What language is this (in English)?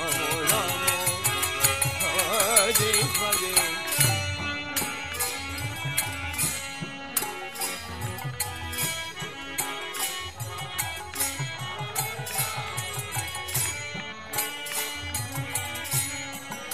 Hindi